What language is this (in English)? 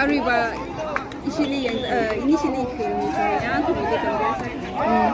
Tangkhul Naga (India)